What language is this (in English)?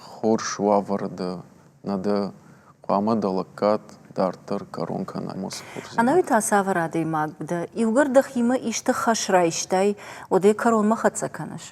Ossetic